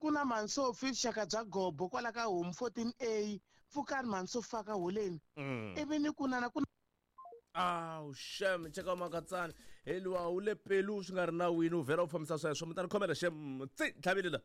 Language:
Tsonga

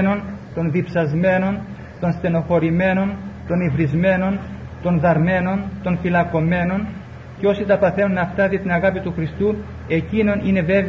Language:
Greek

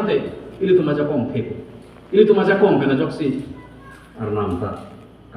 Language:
Karbi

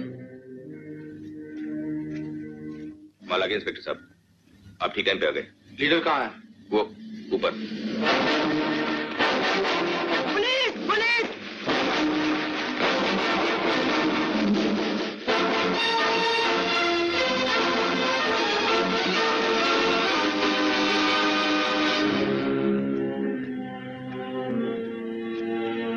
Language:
Hindi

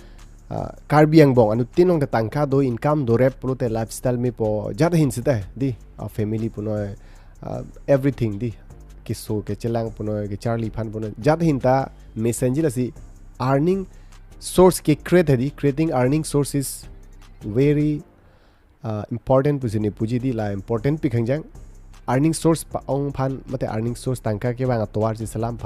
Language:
Karbi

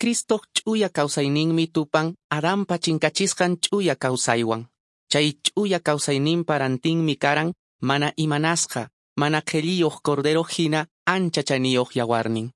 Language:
Quechua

